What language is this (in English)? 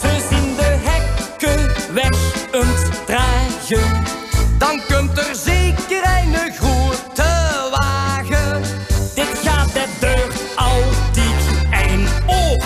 Limburgish